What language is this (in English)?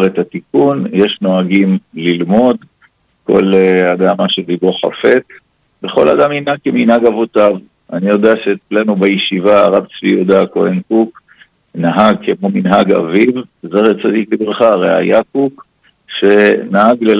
Hebrew